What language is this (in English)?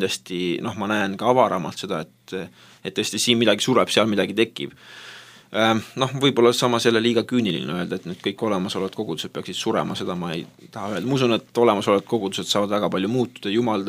Estonian